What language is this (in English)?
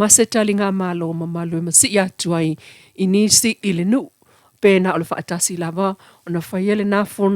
Samoan